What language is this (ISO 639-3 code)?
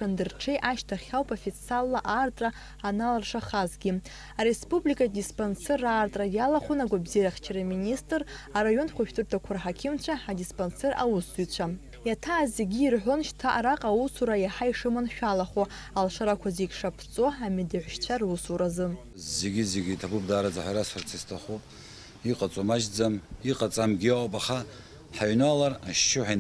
abk